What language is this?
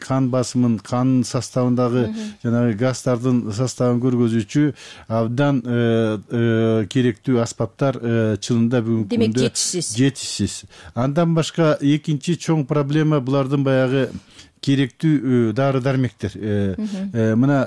Kyrgyz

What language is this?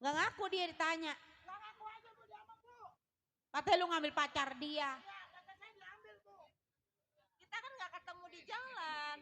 Betawi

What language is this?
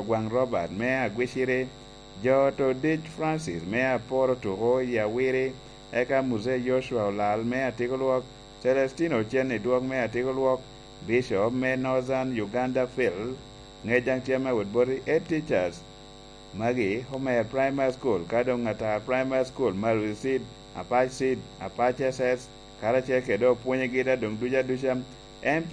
Lango (Uganda)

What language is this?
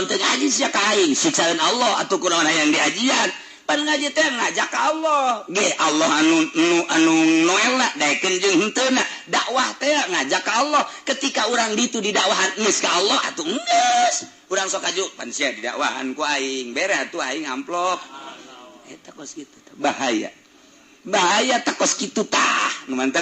Sundanese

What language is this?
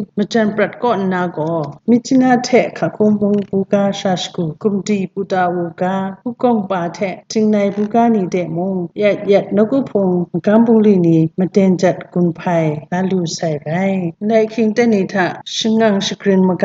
Kachin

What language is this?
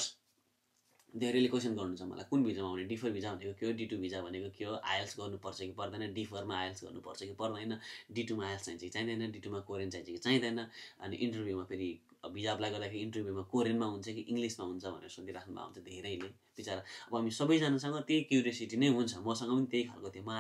Nepali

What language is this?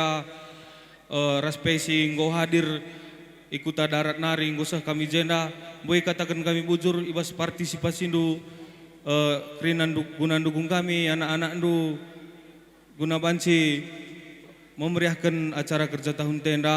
Batak Karo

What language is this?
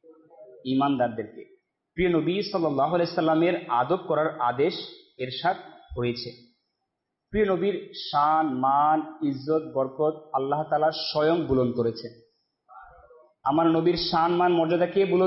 Bangla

